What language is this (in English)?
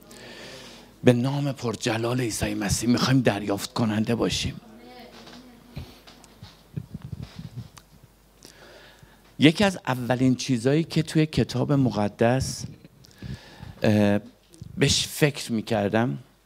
Persian